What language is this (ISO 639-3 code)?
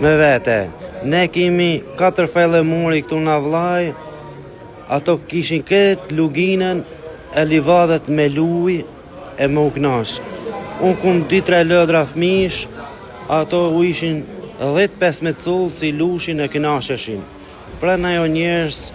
sqi